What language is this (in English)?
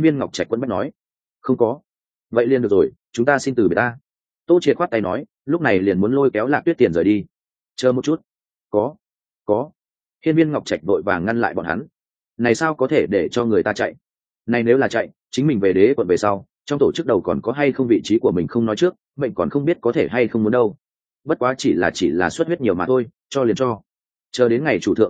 Vietnamese